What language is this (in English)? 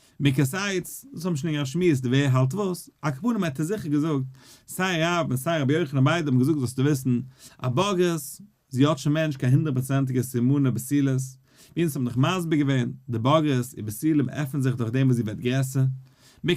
Yiddish